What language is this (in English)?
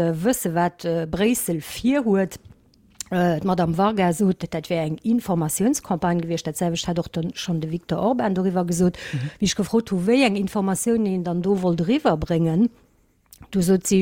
Luxembourgish